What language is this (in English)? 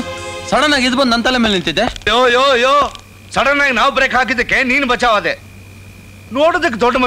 Kannada